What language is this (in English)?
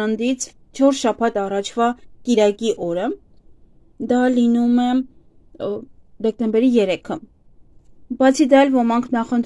Armenian